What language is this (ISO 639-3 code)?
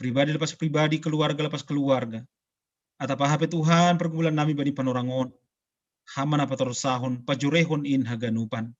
bts